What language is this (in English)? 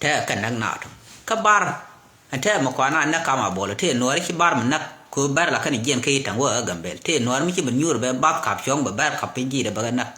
Nuer